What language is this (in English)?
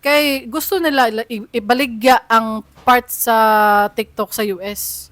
Cebuano